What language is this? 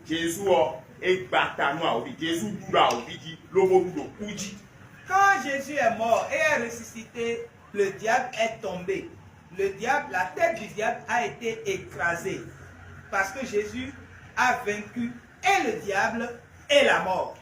Fon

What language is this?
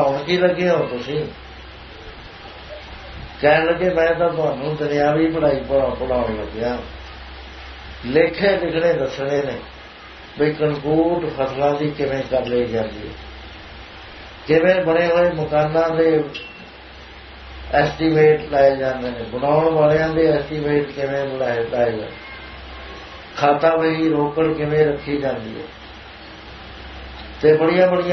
Punjabi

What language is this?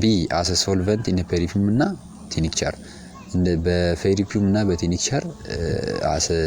Amharic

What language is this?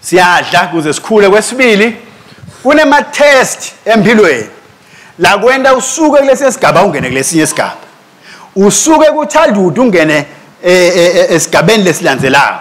Swati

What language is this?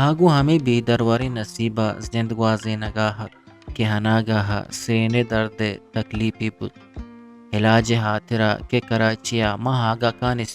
Eastern Balochi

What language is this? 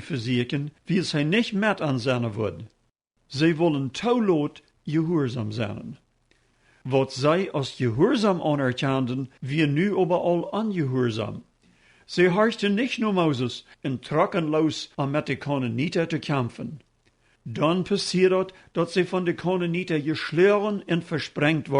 Plautdietsch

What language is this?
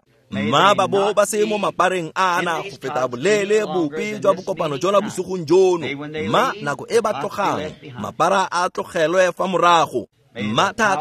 Tswana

